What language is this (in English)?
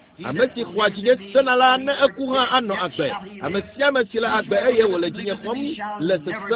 Ewe